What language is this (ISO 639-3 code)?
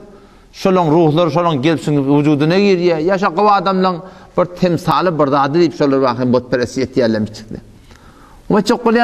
tuk